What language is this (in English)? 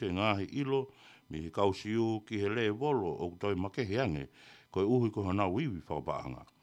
Tongan